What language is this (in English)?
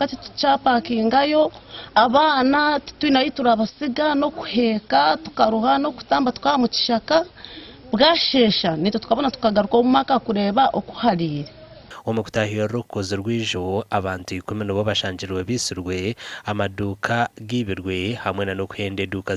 Nyankole